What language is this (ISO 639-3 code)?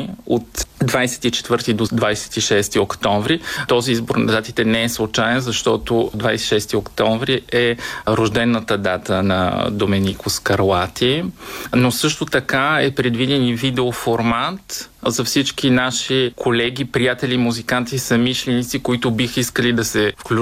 bul